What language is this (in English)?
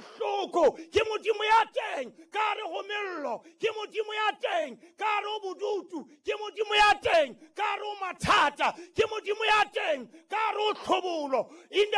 Southern Sotho